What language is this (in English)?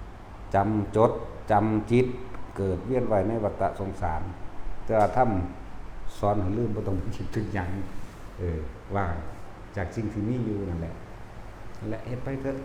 Northeastern Thai